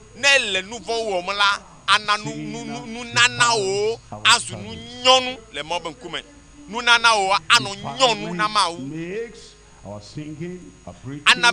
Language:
Ewe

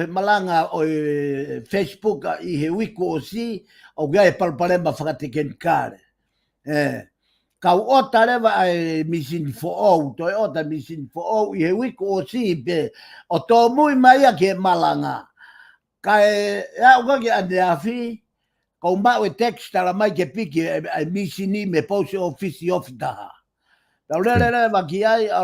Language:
Tongan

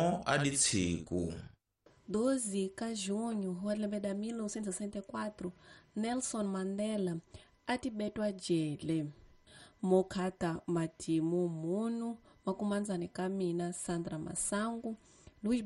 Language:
Tsonga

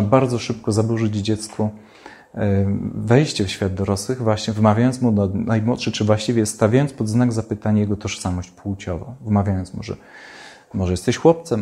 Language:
Polish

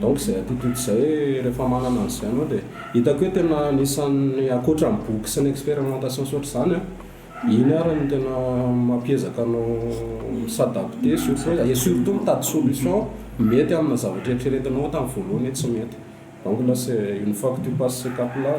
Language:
Malagasy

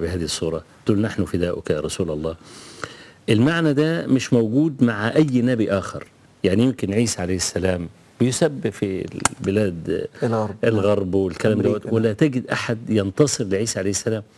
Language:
Egyptian Arabic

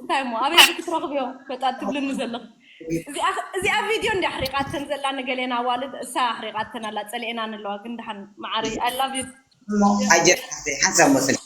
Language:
Tigrinya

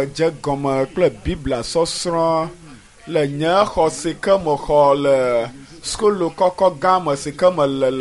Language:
Ewe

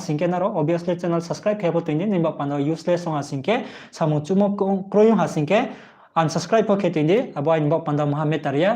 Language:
Riang (India)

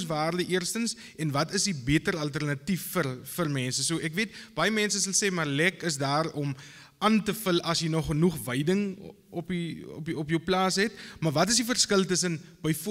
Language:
Afrikaans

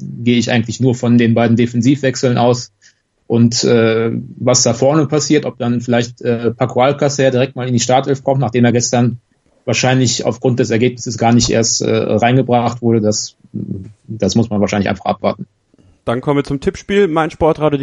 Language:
German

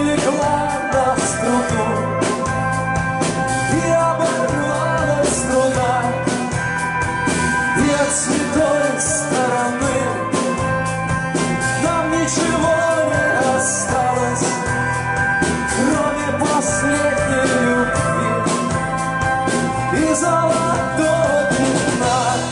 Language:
Russian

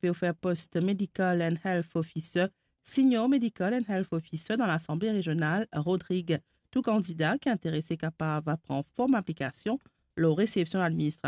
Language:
Morisyen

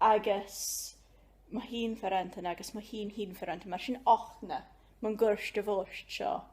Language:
Scottish Gaelic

